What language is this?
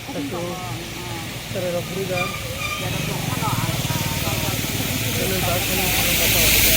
Kok Borok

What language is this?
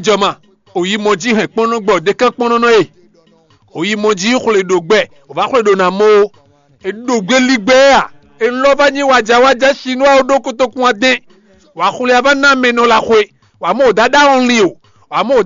Fon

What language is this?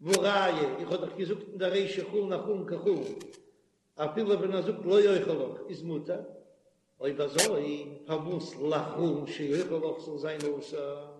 Yiddish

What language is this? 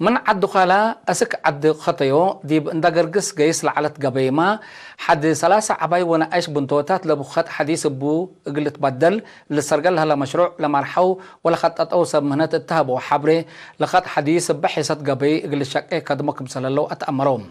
Tigre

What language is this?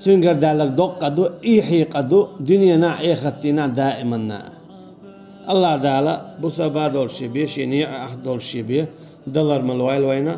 Chechen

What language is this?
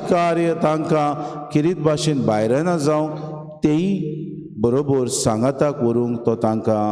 Konkani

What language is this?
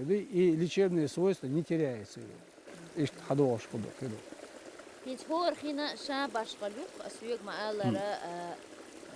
Chechen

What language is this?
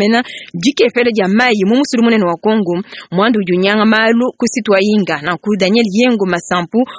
Luba-Lulua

